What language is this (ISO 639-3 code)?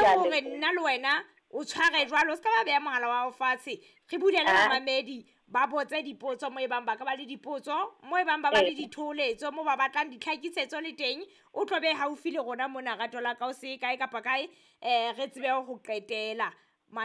sot